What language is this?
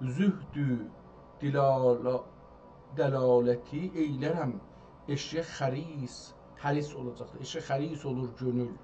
South Azerbaijani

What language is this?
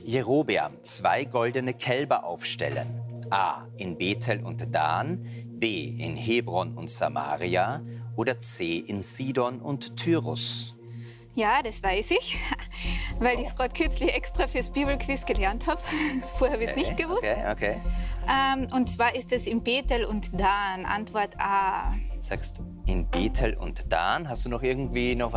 German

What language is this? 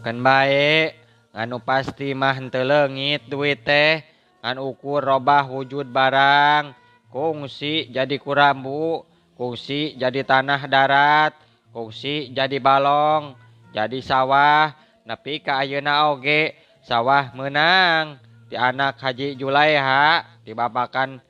Sundanese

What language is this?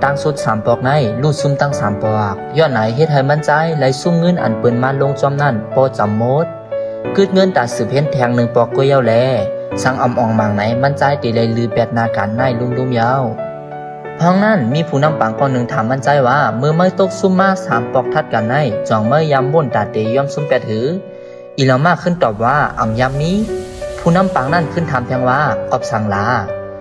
Shan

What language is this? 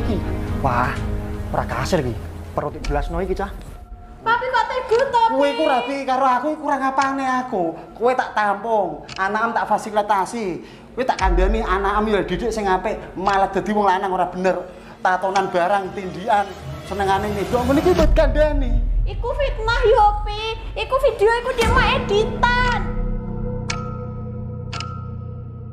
Javanese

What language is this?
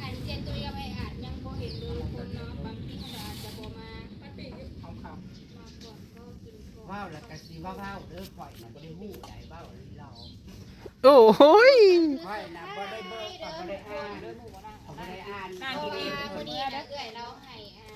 Northeastern Thai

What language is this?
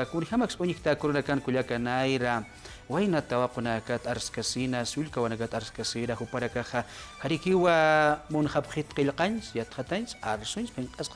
Aymara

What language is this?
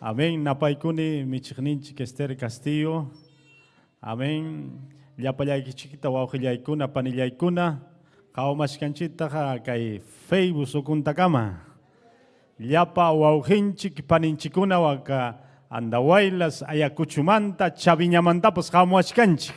Ayacucho Quechua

